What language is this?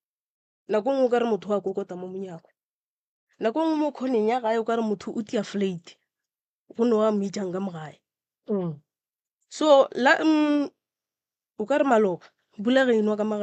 Northern Sotho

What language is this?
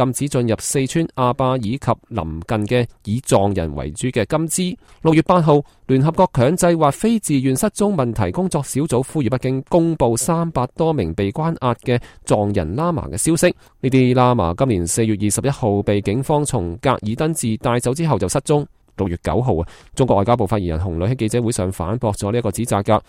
Cantonese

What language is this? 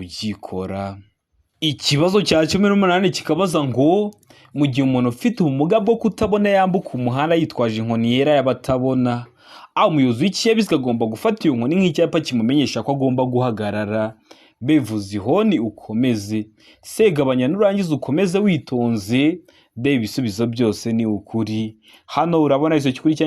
Kinyarwanda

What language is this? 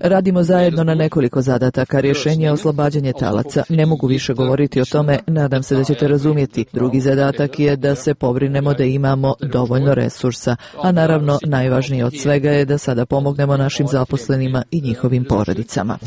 Serbian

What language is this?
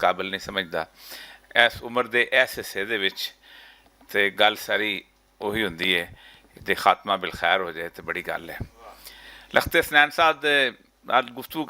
Western Panjabi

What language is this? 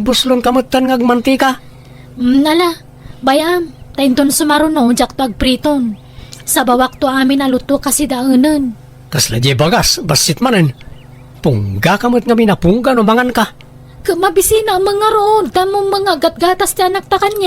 Iloko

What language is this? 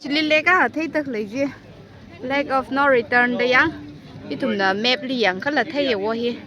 Tangkhul Naga (India)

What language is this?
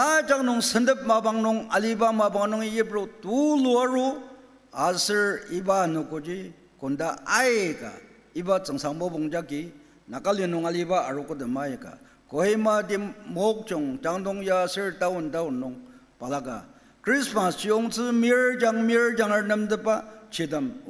Ao Naga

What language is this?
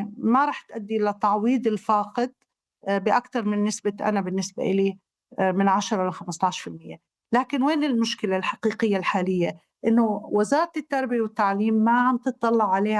North Levantine Arabic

